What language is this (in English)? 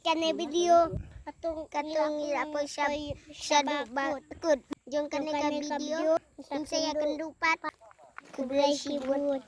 Khasi